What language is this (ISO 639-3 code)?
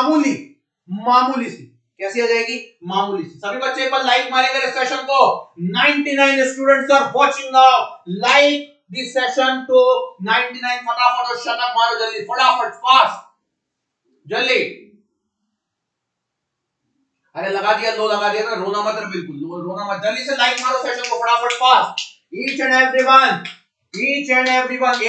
hin